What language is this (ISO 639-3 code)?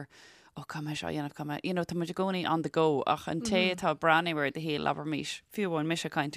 gle